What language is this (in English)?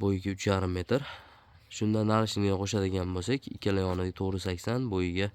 Uzbek